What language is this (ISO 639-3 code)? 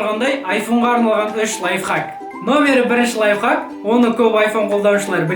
kaz